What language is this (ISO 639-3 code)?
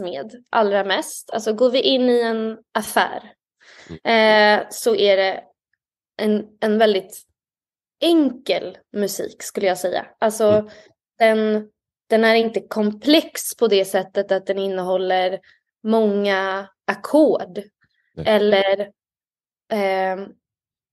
swe